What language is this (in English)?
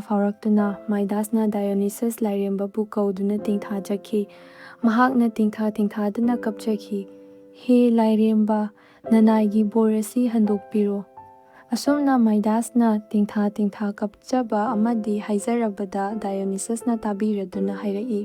Manipuri